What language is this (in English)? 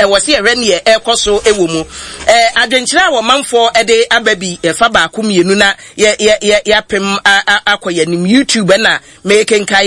Akan